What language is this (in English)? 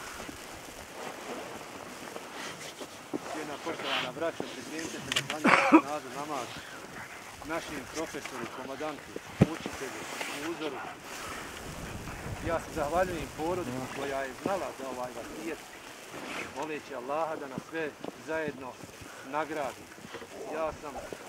Bosnian